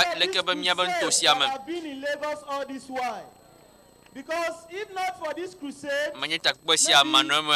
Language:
Ewe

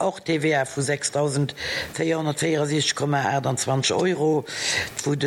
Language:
Luxembourgish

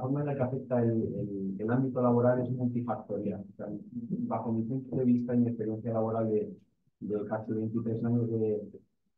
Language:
Spanish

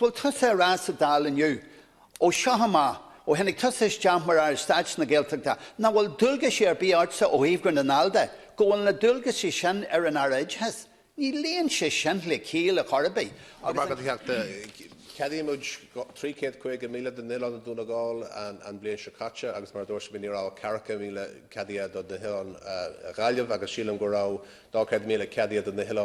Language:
Irish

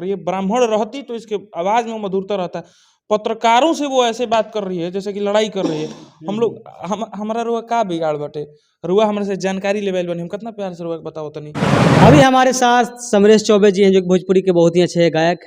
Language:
Bhojpuri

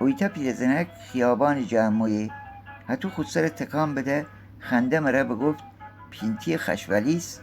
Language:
Gilaki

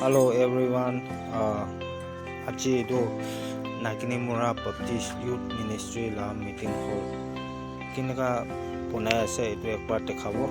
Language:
Naga Pidgin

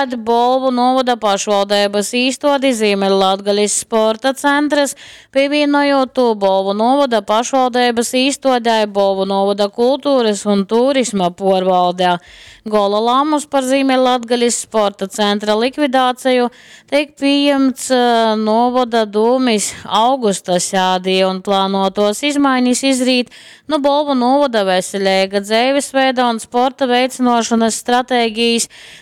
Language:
Latgalian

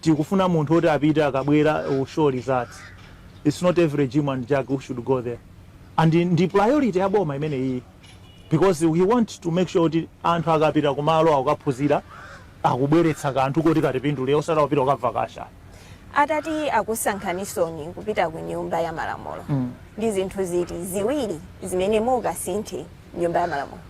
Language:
Nyanja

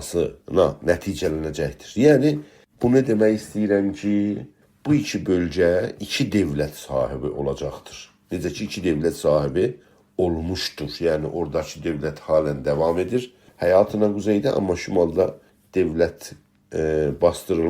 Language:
South Azerbaijani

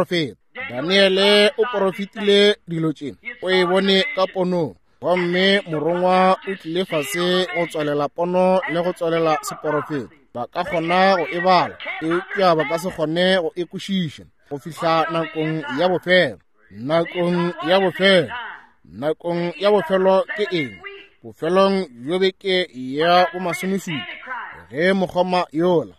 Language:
Northern Sotho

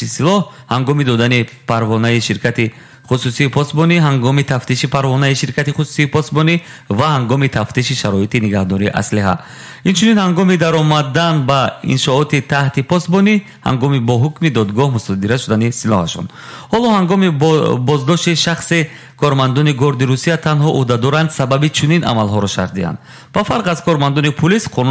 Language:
Tajik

